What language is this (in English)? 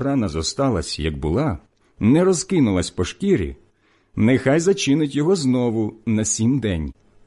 Ukrainian